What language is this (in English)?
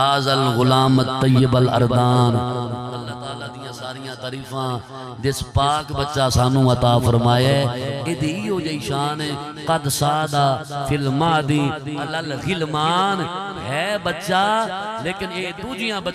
Saraiki